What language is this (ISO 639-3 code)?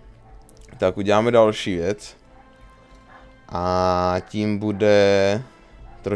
ces